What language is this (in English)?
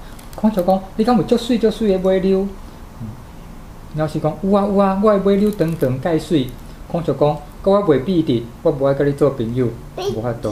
Min Nan Chinese